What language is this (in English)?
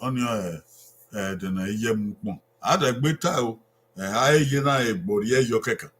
Bini